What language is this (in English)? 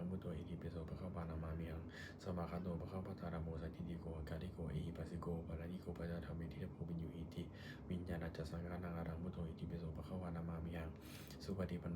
Pali